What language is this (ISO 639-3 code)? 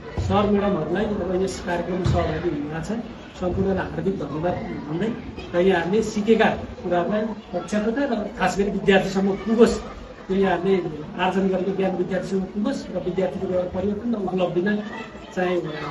nep